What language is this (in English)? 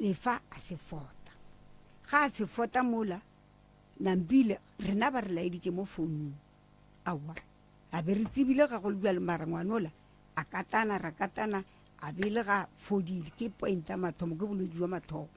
Northern Sotho